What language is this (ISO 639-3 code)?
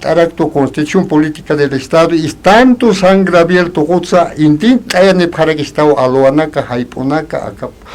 aym